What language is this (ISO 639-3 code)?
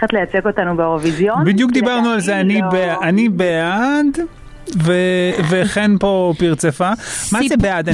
heb